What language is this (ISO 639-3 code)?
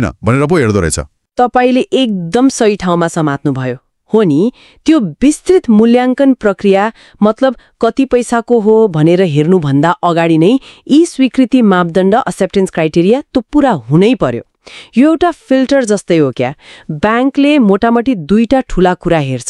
nep